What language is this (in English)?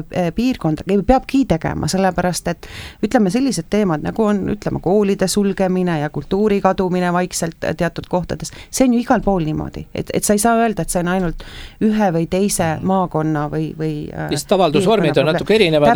Estonian